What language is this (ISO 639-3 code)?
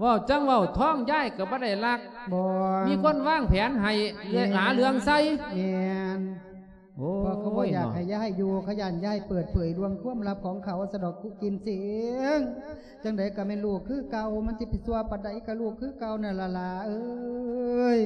lao